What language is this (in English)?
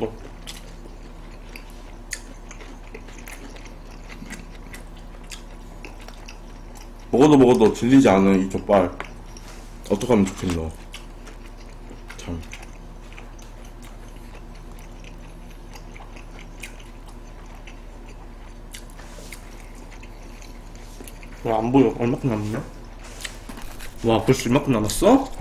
Korean